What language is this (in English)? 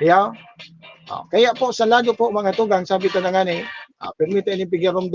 Bikol